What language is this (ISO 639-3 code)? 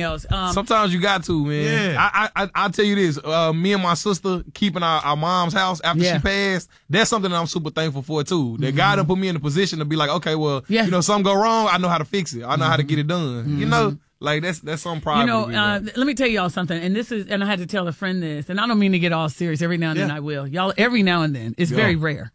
eng